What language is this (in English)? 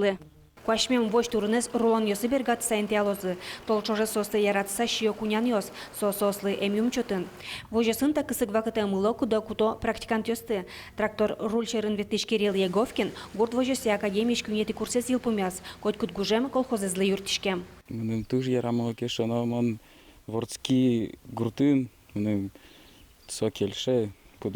Udmurt